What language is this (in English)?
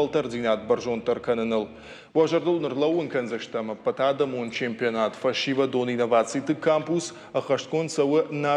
Ossetic